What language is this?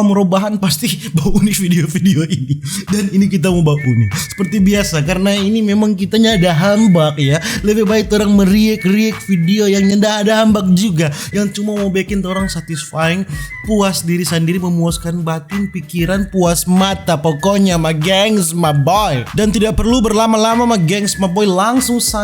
Manado Malay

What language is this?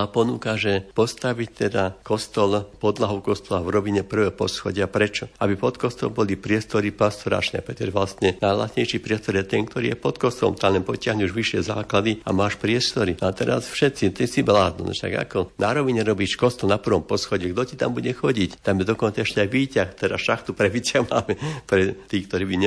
Slovak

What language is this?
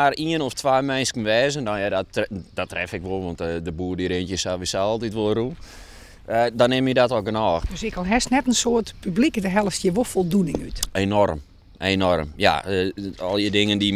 Western Frisian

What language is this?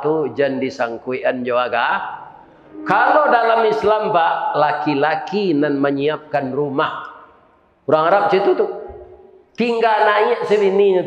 Minangkabau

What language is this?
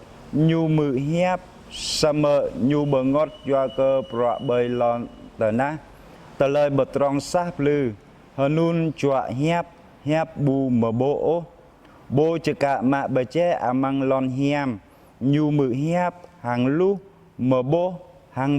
Jarai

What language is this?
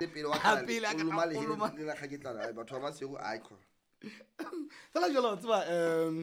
Southern Sotho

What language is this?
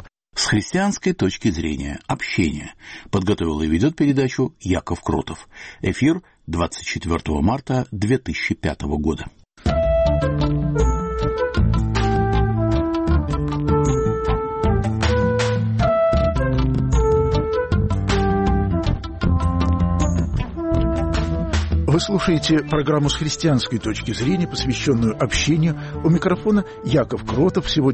Russian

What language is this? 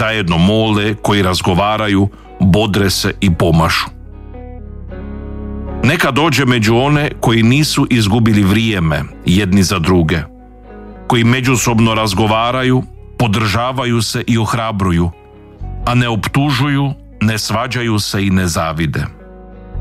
Croatian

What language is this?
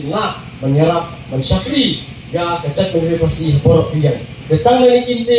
Khasi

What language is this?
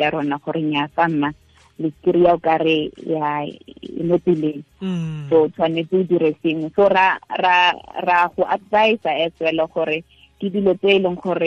Tswana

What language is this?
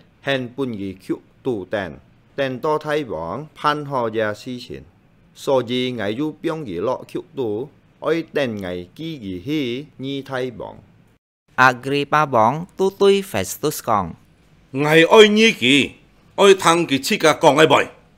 Hakka Chinese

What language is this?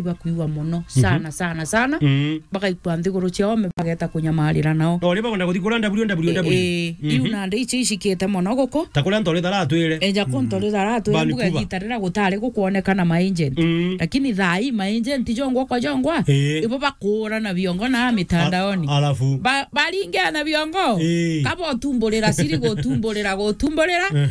Meru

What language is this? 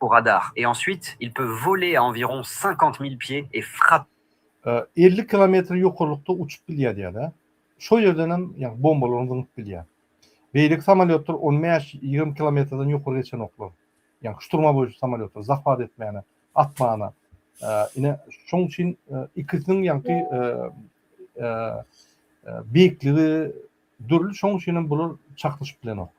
Turkmen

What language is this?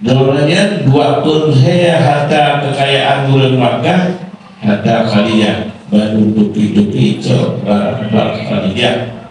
Achinese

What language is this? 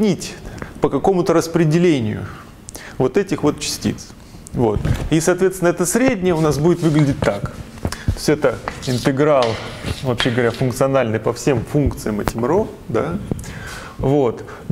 Russian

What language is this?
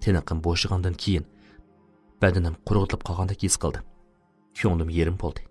Uyghur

